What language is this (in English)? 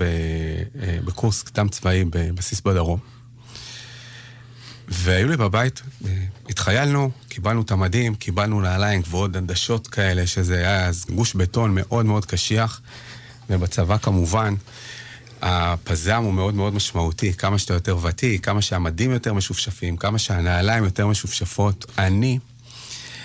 Hebrew